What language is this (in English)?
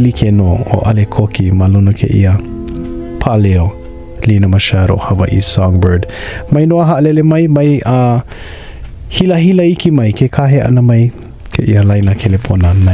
Hawaiian